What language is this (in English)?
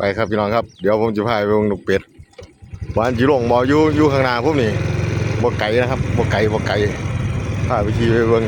Northeastern Thai